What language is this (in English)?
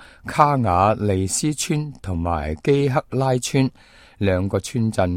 Cantonese